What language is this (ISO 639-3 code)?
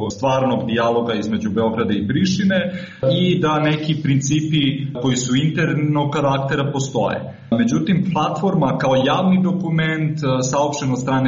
srp